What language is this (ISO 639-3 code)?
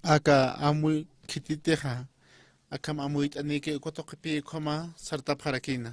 aym